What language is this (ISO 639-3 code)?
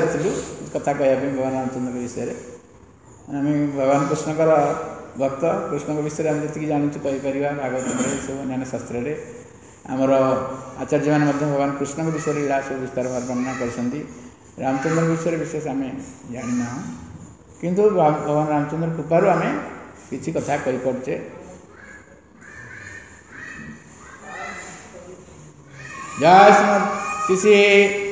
ori